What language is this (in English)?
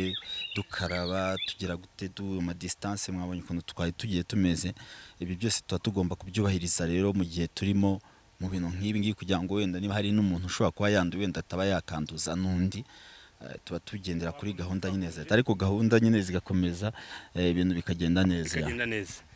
Kinyarwanda